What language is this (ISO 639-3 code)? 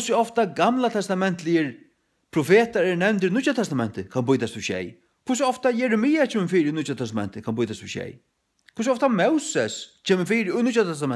fao